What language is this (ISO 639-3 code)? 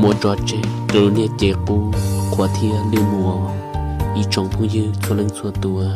hmn